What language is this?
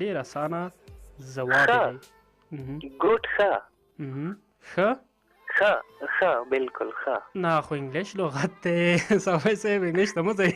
Pashto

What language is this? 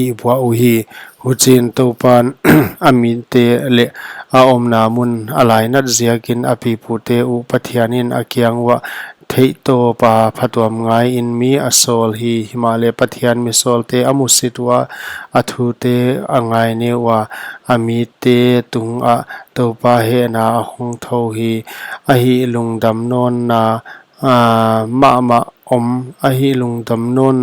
Paite Chin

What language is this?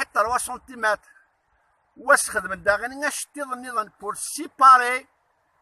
Kabyle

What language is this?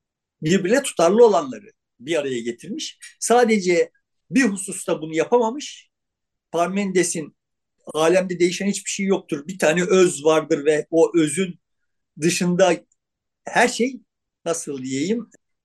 Turkish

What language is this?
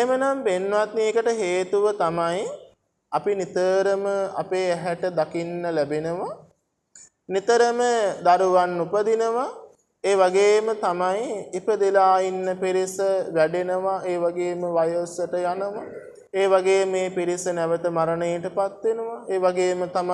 Sinhala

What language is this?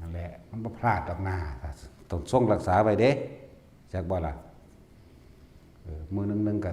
Northeastern Thai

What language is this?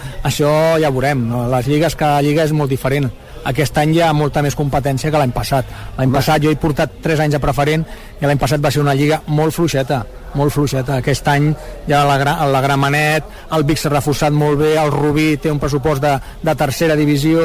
Catalan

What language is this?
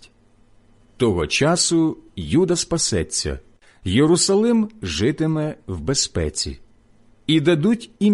Ukrainian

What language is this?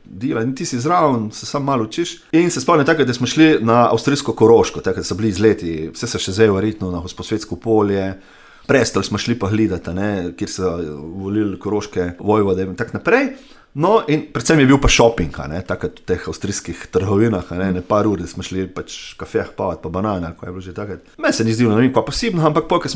Slovenian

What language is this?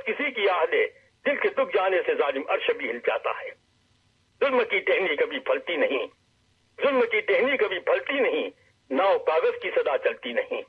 Urdu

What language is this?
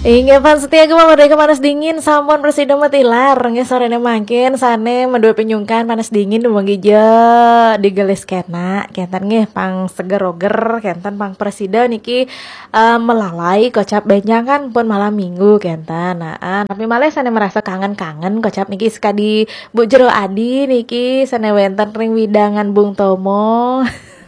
Balinese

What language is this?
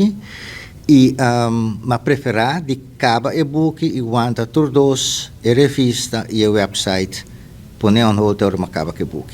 Papiamento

